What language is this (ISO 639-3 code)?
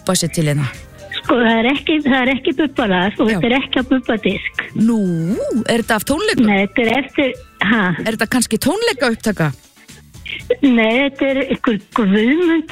isl